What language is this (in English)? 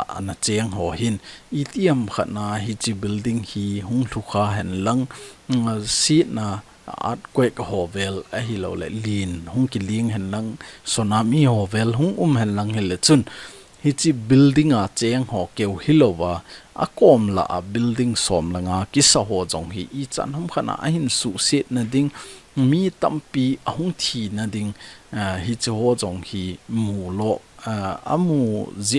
Thado Chin